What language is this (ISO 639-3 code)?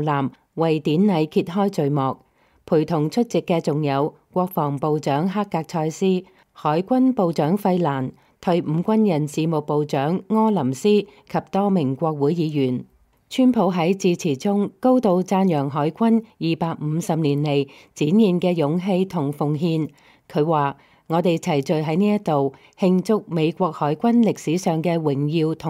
yue